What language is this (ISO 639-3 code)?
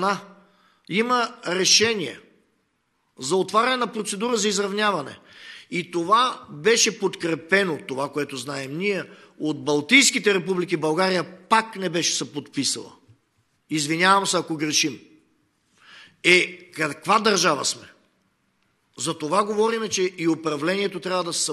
bul